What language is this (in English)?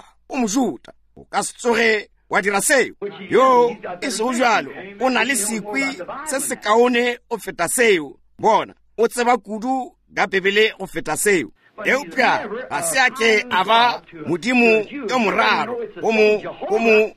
Northern Sotho